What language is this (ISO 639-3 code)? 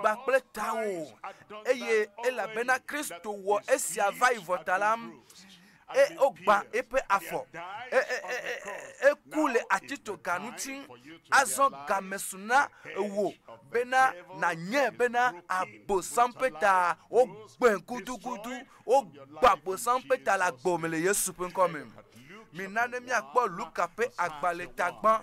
ewe